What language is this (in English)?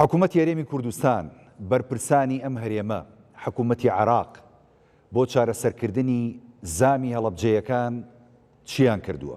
Central Kurdish